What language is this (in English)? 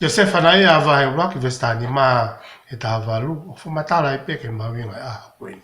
Tongan